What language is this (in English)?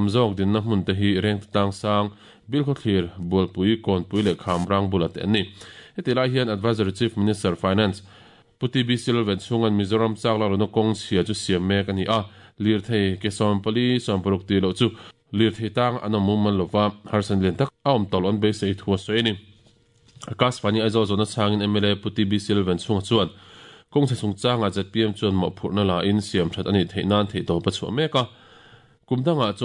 Mizo